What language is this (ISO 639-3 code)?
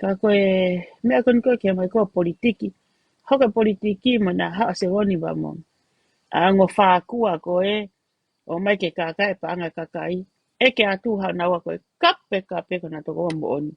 ton